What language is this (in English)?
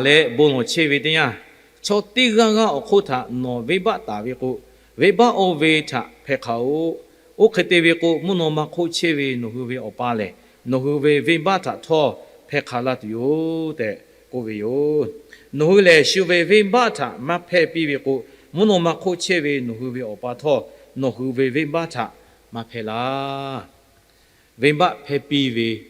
Lahu